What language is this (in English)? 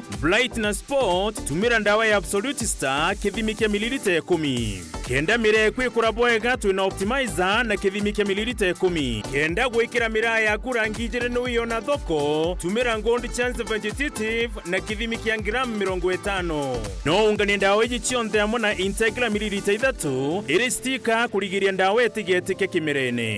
Meru